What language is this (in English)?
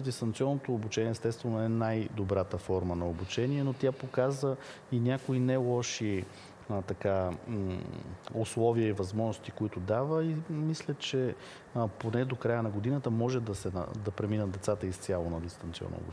Bulgarian